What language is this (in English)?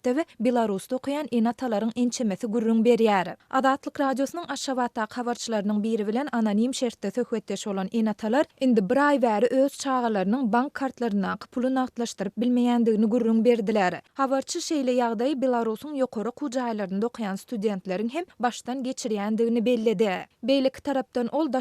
Turkmen